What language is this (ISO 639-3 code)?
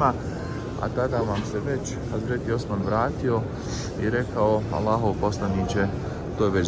bos